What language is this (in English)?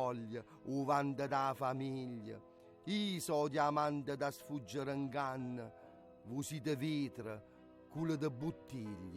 Neapolitan